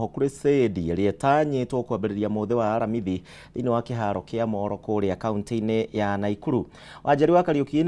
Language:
Kikuyu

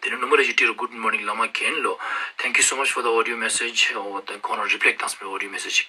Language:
Ladakhi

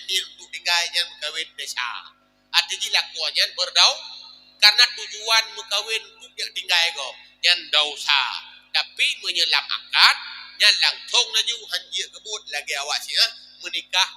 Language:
Achinese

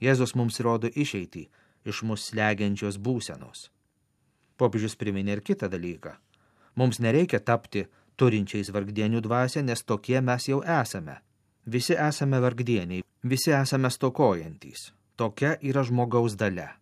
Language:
Lithuanian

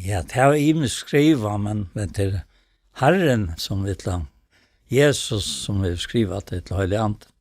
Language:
Faroese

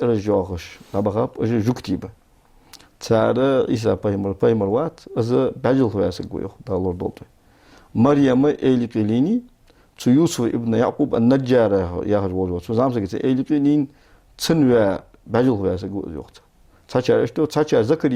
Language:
Ingush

